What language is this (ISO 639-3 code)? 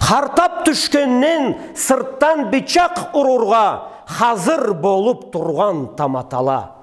krc